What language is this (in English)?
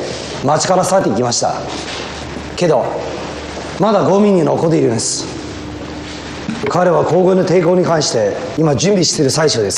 Japanese